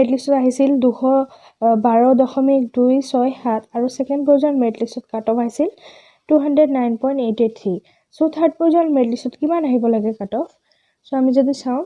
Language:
Assamese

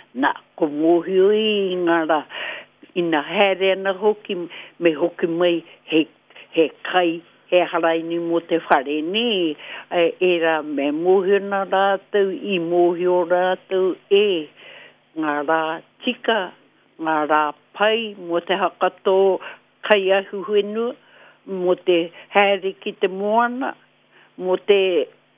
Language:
Māori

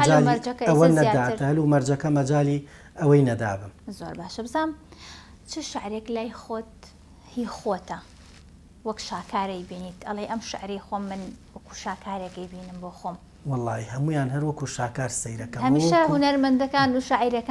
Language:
Central Kurdish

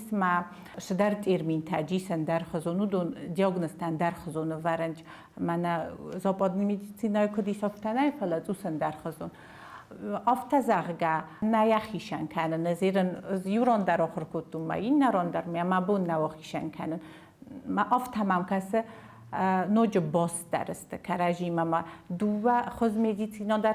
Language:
Ossetic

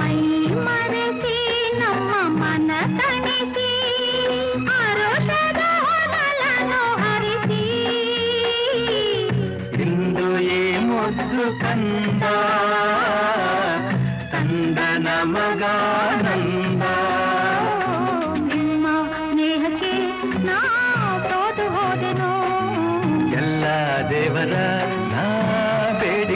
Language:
Kannada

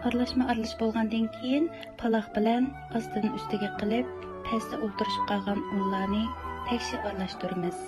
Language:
Uyghur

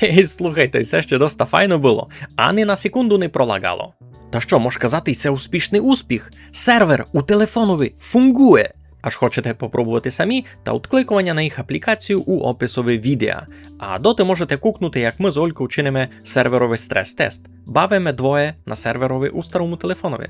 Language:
Rusyn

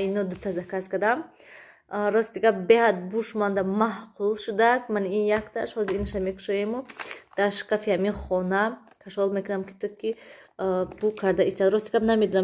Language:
Tajik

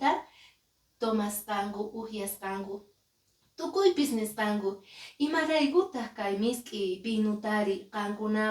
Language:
Quechua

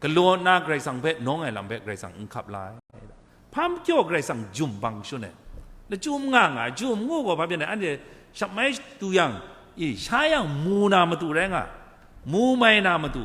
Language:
Kachin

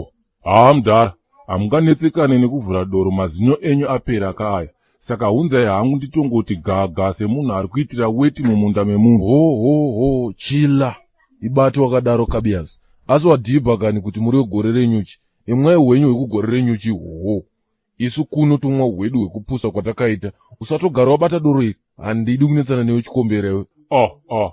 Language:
Shona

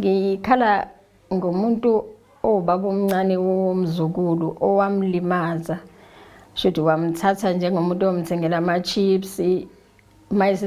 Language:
Zulu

